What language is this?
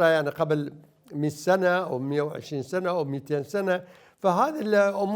Mesopotamian Arabic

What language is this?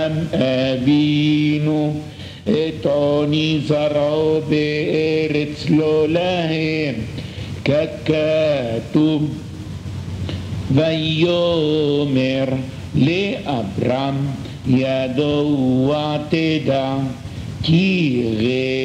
Hebrew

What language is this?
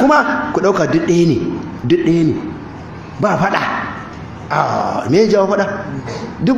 Hausa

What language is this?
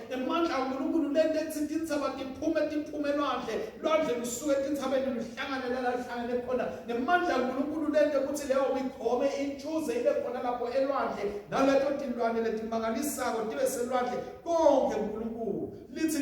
Swati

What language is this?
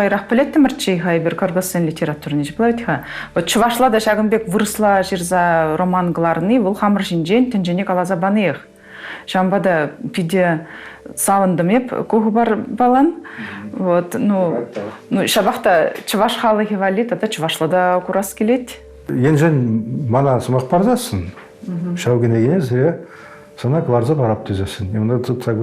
Chuvash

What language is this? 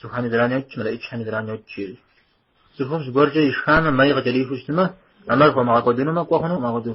Kabardian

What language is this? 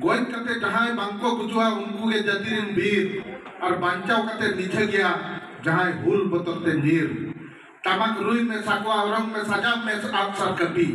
Santali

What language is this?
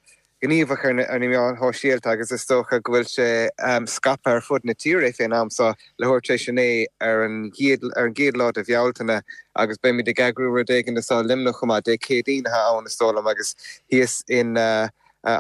Irish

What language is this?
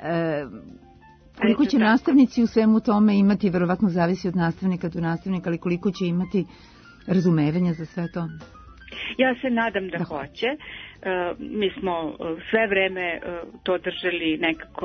Serbian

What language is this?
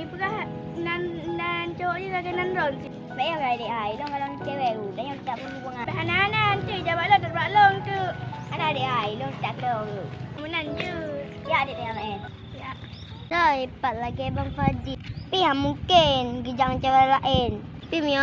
Achinese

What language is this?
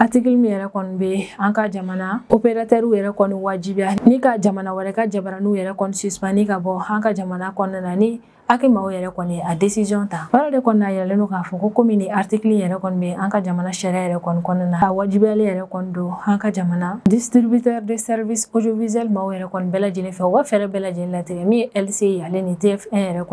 Bambara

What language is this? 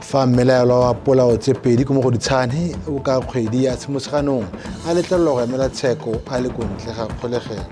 Tswana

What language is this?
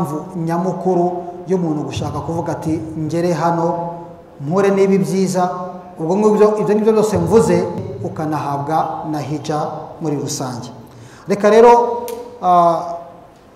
Kinyarwanda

